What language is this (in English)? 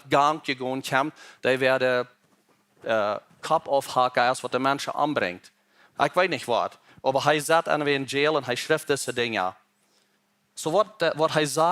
Plautdietsch